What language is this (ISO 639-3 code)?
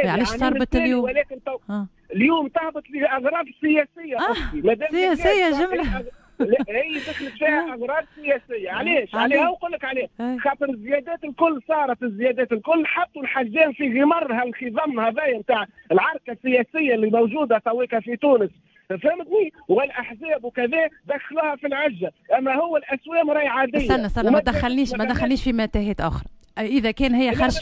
aeb